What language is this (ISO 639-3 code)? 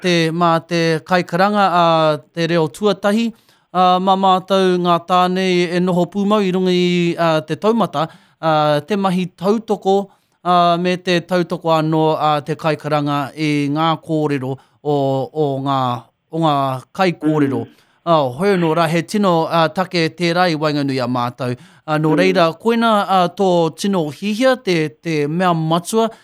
mri